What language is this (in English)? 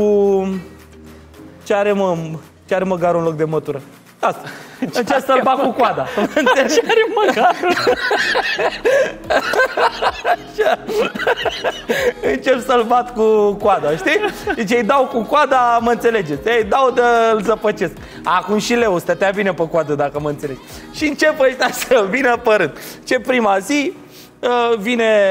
Romanian